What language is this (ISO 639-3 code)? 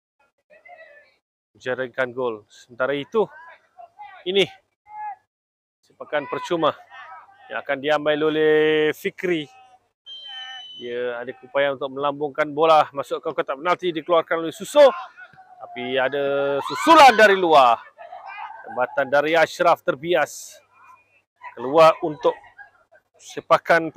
msa